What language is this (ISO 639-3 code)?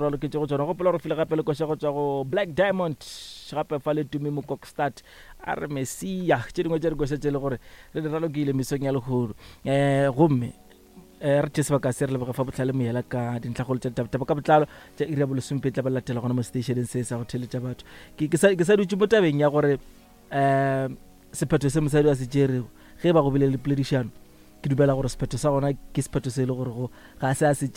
nso